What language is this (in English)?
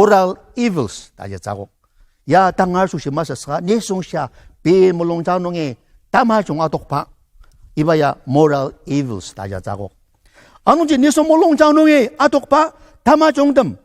Ao Naga